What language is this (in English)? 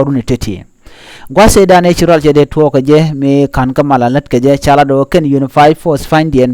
Nuer